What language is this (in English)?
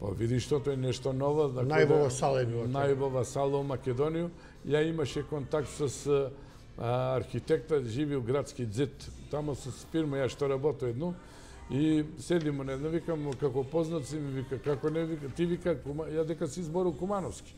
Macedonian